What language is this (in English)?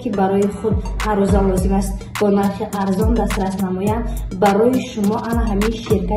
Tajik